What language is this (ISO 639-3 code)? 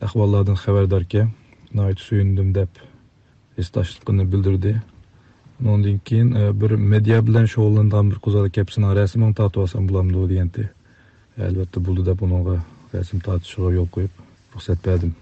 uig